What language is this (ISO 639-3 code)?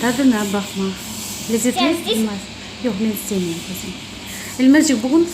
crh